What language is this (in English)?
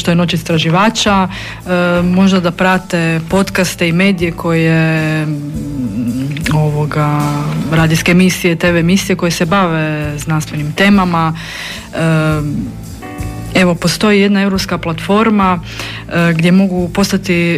Croatian